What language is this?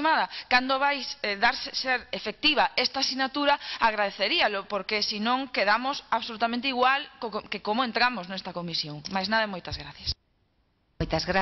Galician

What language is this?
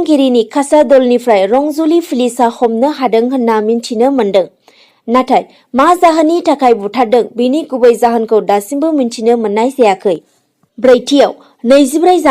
Bodo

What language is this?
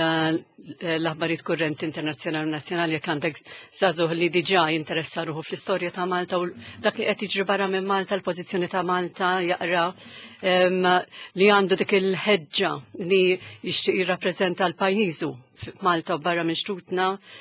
Maltese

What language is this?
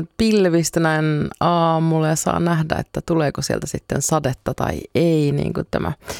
Finnish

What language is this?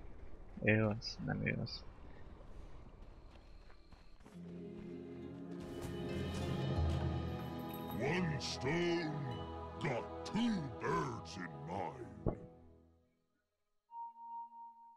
Hungarian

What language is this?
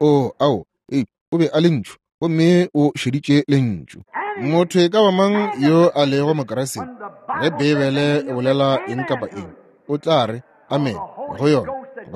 Northern Sotho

